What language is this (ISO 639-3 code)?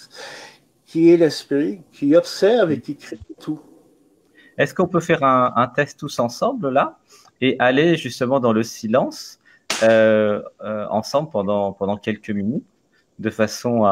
fra